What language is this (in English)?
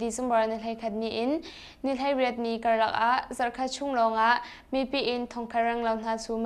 Hakha Chin